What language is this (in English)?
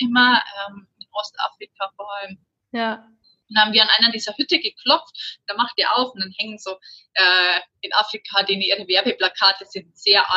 German